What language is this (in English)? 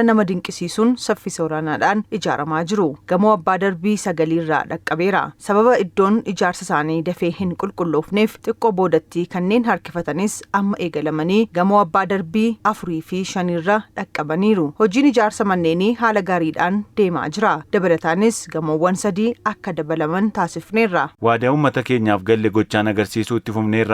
Oromo